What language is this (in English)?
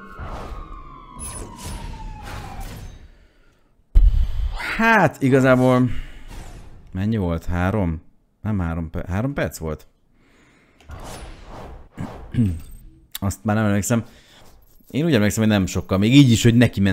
Hungarian